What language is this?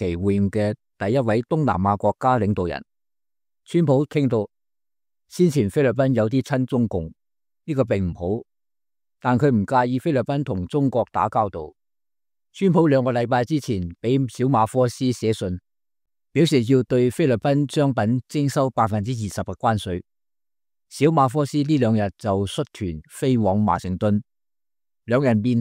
Cantonese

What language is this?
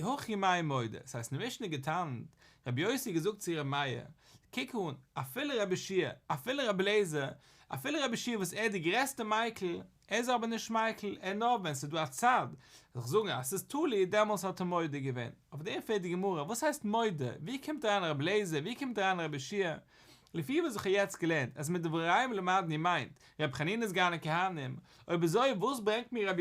Yiddish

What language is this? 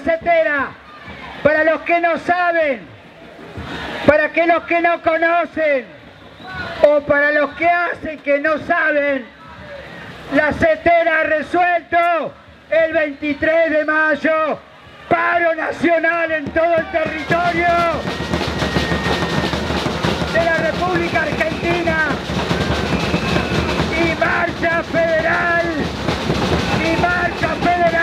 Spanish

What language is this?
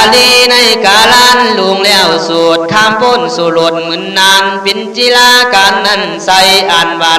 Khün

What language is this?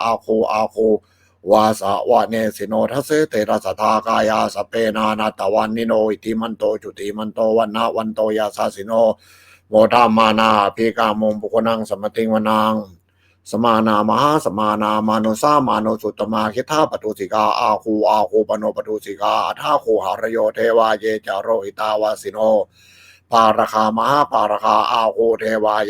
Pali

